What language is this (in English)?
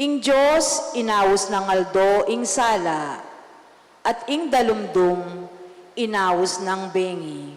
Pampanga